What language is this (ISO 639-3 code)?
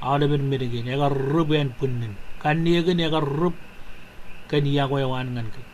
mah